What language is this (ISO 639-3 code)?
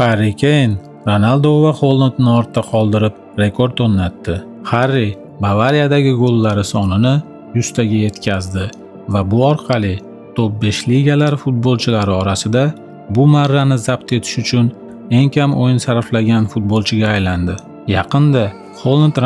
uzb